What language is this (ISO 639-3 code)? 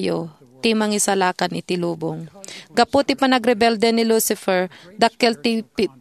ilo